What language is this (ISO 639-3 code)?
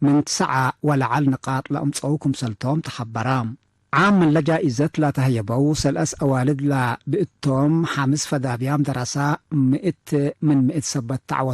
tig